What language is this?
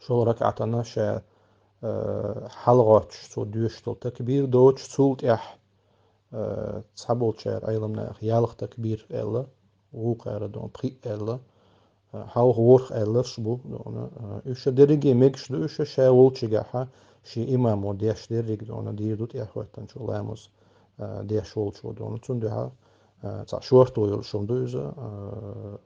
Chechen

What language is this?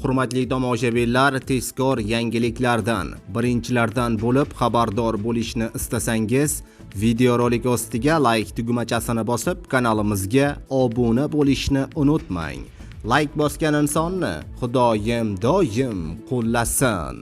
Uzbek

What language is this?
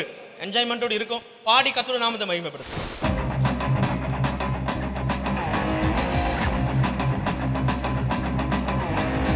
Tamil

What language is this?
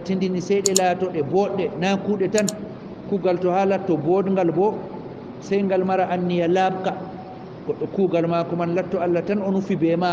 Fula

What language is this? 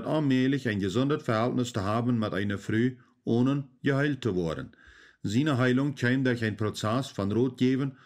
Plautdietsch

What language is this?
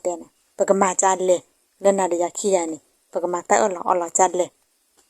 S'gaw Karen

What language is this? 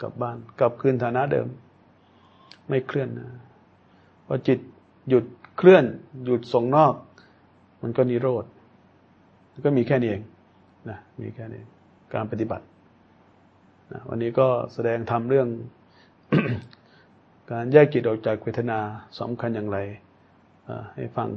Thai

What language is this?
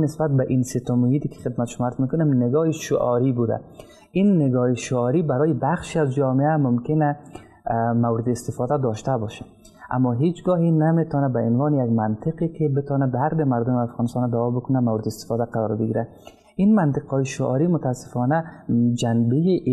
Persian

